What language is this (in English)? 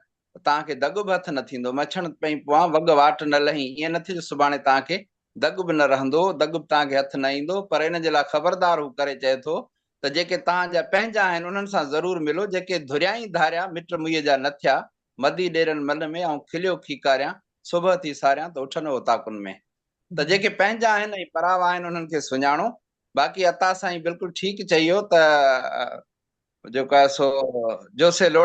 Sindhi